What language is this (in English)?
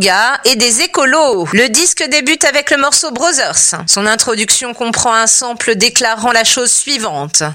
French